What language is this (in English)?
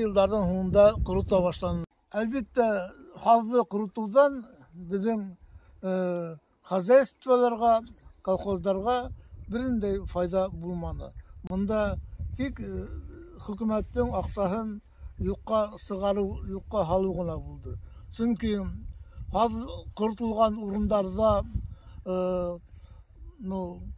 Bashkir